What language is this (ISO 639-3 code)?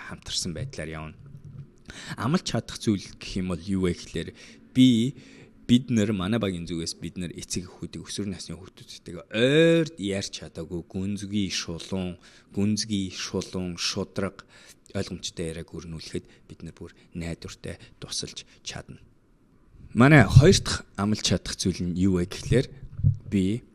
mon